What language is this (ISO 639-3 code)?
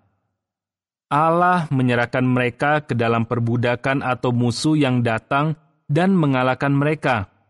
ind